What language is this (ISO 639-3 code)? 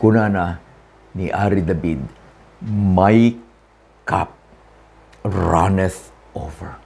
ilo